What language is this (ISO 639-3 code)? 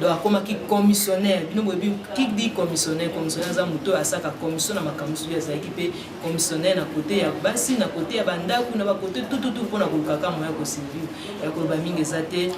lin